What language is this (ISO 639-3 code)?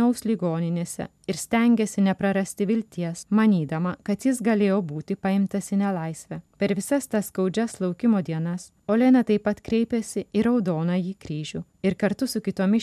lit